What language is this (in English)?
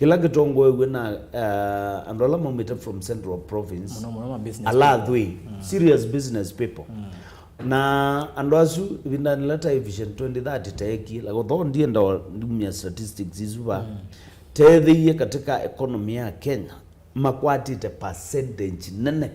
Kamba